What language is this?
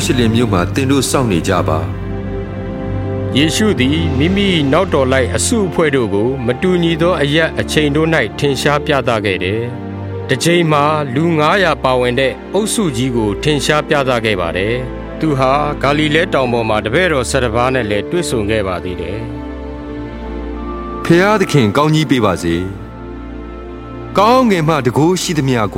Burmese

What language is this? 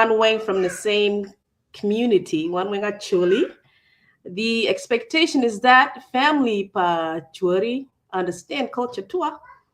Acoli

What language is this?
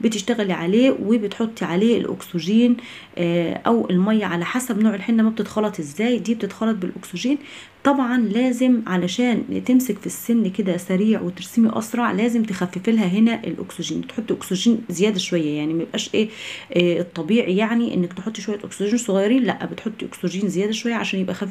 Egyptian Arabic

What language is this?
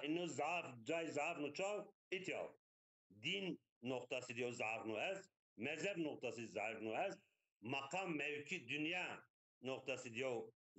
Zaza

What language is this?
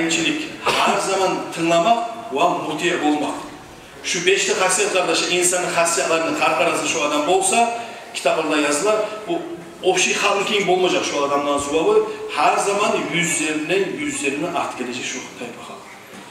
Kumyk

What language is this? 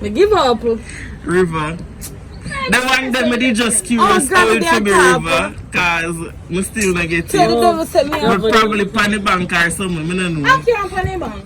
Jamaican Creole English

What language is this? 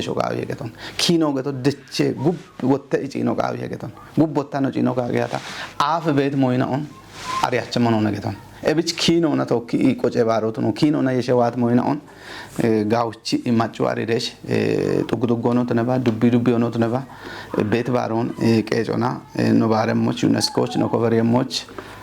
Kafa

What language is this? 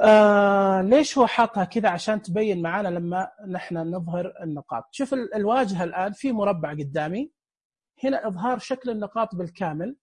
Najdi Arabic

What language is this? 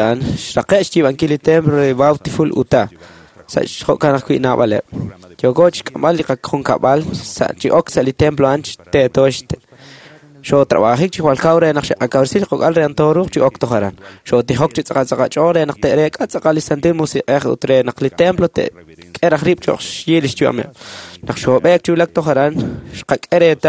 Kekchí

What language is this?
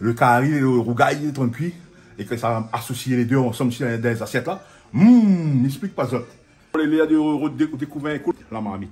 Réunion Creole French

